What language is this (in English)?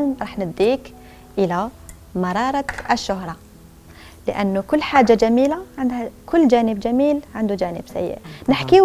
Algerian Arabic